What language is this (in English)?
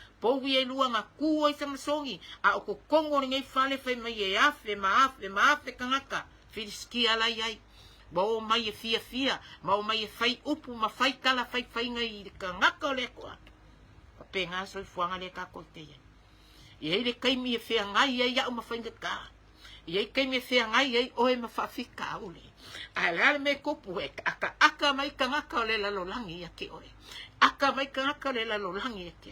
Samoan